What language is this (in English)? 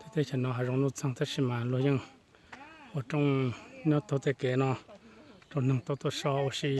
Hmong